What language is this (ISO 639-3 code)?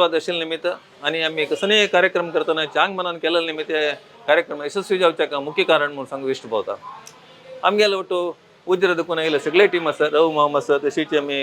kok